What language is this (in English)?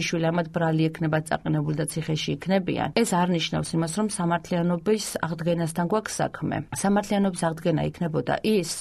Georgian